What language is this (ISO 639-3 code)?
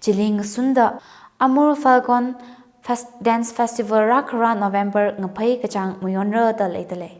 nmf